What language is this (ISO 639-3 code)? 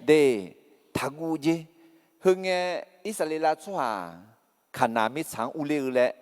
ahk